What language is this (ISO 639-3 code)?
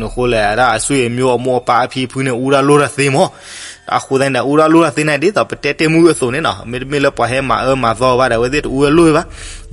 ksw